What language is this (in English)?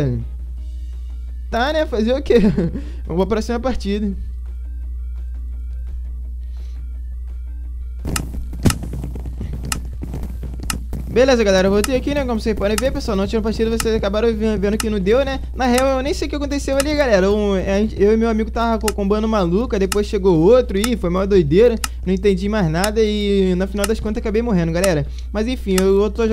Portuguese